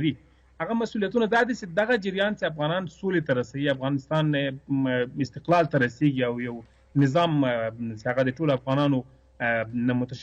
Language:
Pashto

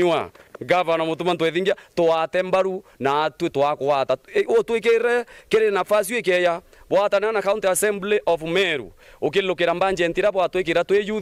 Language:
Meru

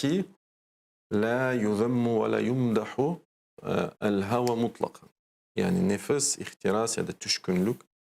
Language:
Crimean Tatar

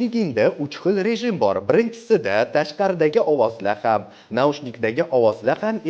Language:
Uzbek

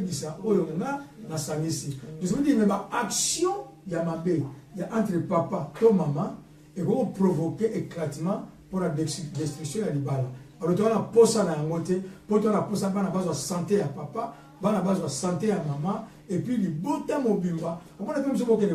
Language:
Lingala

